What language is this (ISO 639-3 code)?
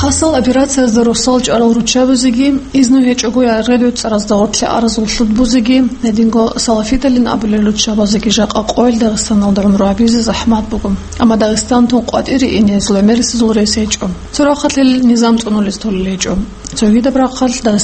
ava